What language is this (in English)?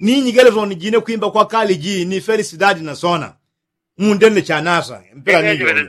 Yao